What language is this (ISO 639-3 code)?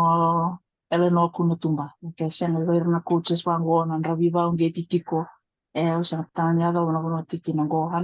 fij